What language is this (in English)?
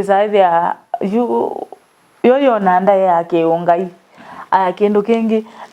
Kamba